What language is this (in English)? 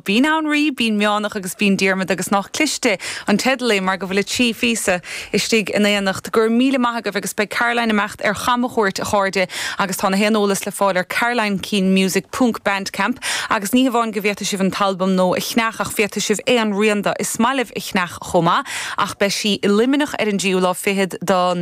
Irish